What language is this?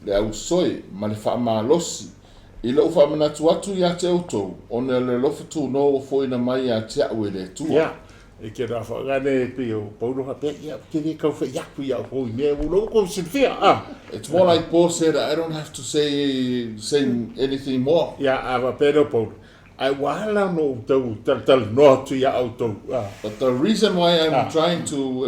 Samoan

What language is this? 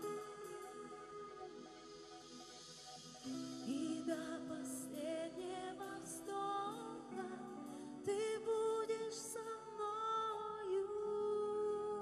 Russian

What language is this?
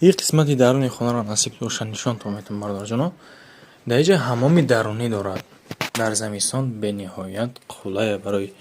Tajik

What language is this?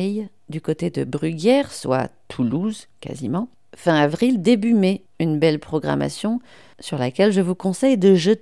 French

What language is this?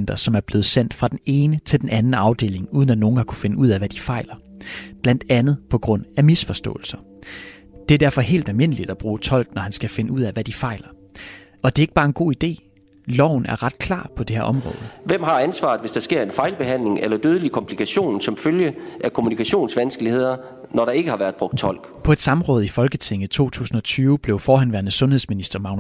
Danish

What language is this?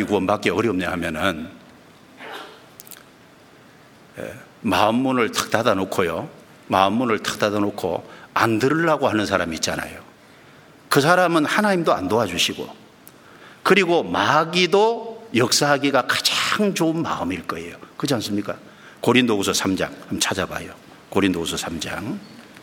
Korean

